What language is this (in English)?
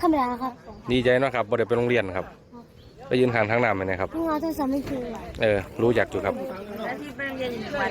Northeastern Thai